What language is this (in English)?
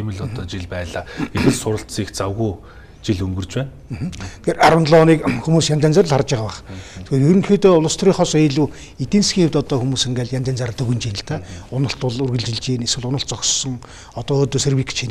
Mongolian